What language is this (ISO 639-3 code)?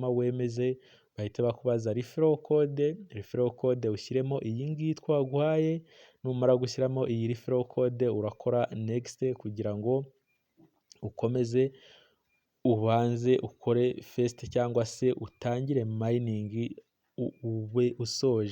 kin